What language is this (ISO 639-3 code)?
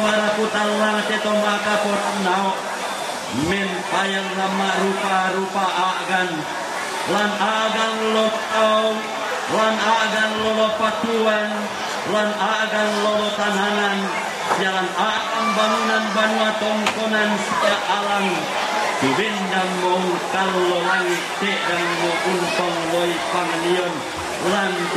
sda